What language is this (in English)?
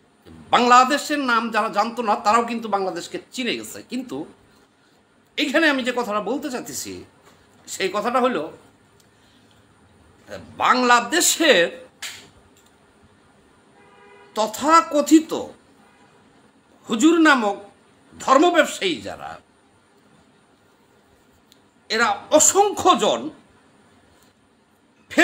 Bangla